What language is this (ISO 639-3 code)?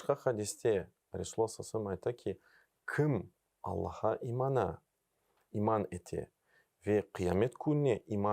crh